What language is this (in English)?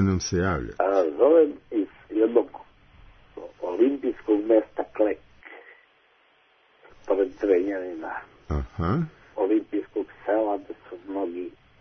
Serbian